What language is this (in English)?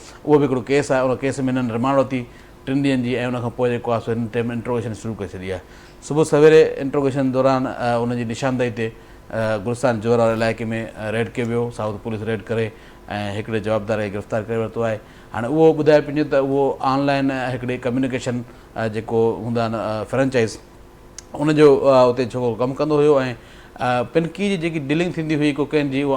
Sindhi